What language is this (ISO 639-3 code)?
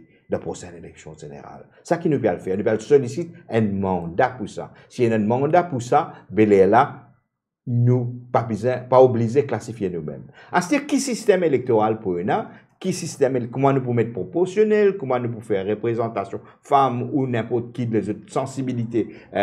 mfe